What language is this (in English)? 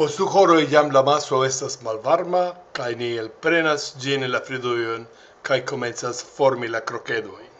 Esperanto